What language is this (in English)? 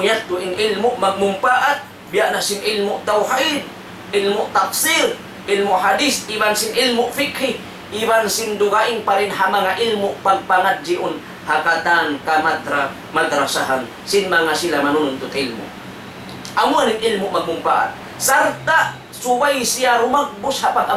Tausug